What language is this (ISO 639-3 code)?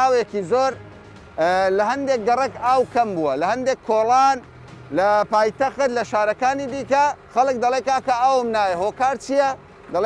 ckb